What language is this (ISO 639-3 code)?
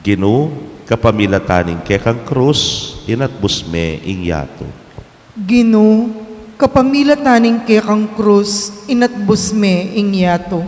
pam